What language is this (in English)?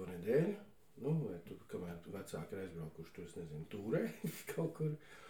Latvian